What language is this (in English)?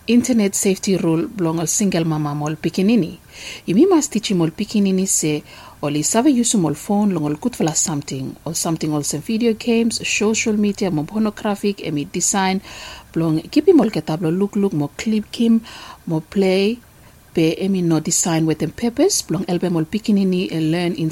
Bislama